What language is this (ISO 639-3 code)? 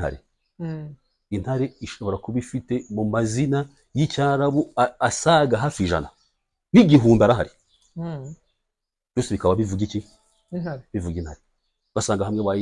kin